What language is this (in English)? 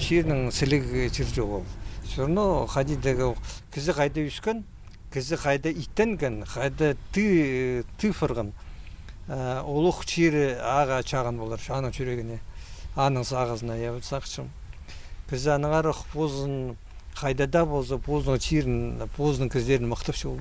Khakas